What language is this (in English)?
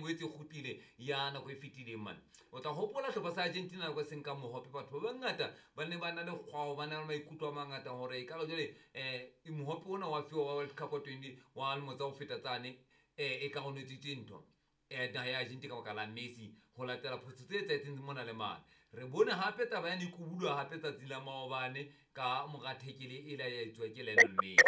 Southern Sotho